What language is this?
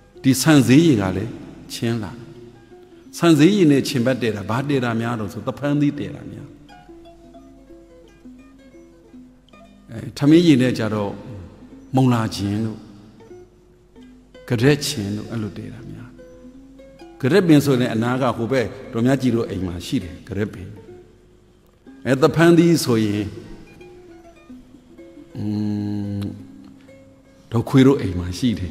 Burmese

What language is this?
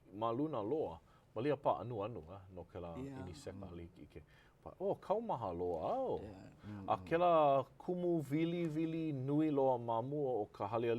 Hawaiian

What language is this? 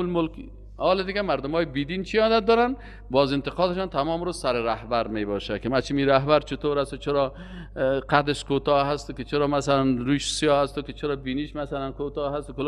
Persian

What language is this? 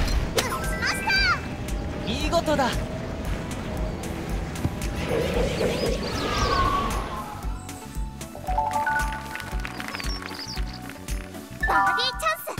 Japanese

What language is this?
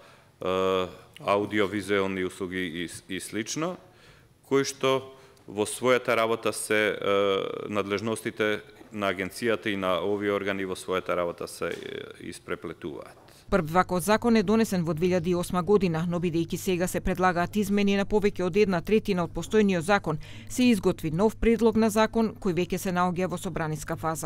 Macedonian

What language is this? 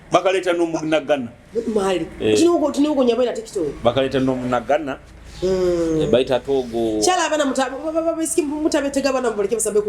Nyoro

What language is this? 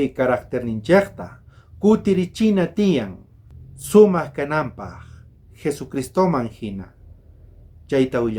South Bolivian Quechua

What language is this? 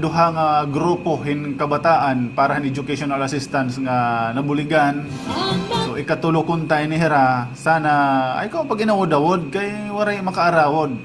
Waray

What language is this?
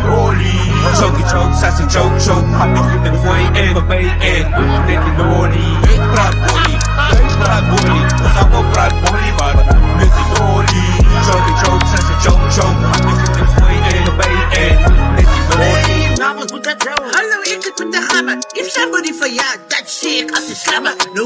Afrikaans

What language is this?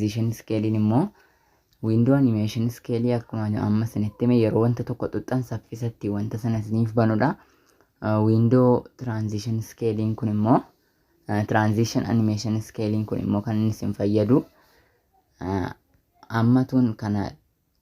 Oromo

